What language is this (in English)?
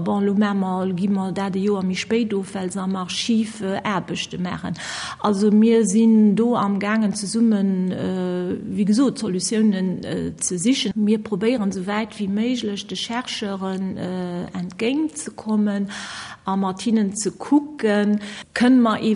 Luxembourgish